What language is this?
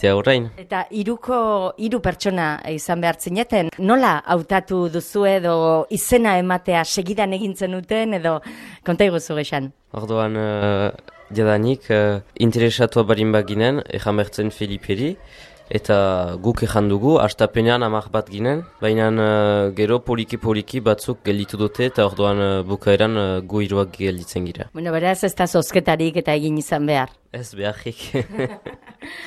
Basque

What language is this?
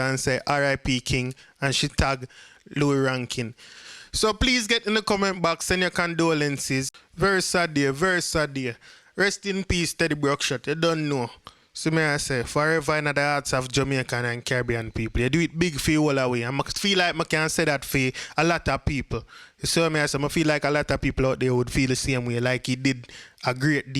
Jamaican Creole English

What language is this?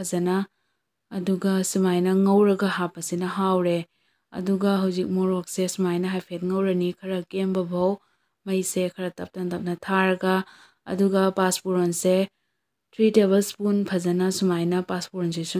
Manipuri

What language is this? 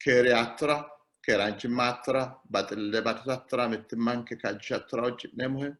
Sidamo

